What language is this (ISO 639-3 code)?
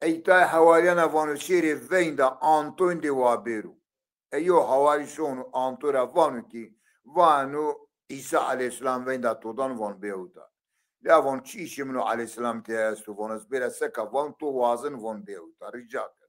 zza